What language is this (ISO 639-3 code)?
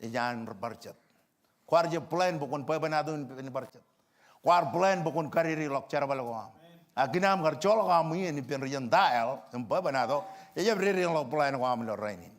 mah